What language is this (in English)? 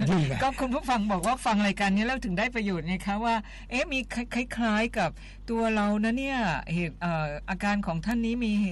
Thai